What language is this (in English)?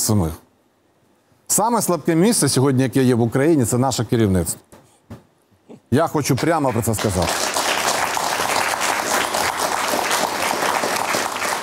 Ukrainian